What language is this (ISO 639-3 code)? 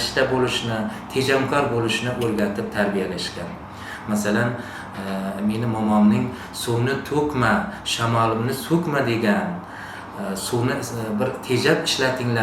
uzb